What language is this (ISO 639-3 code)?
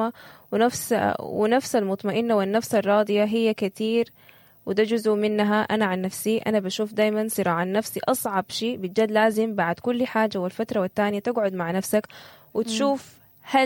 apd